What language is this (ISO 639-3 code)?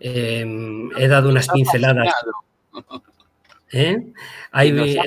lad